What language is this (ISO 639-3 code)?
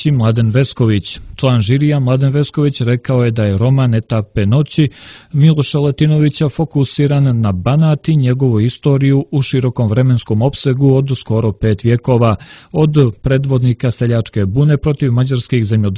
srp